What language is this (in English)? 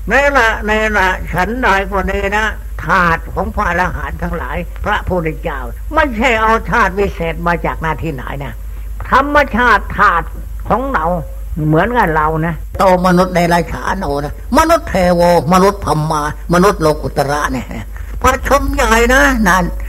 Thai